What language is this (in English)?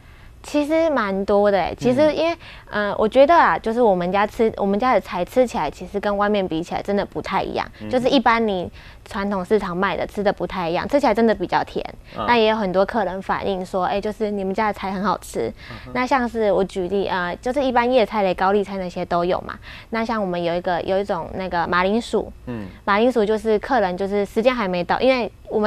Chinese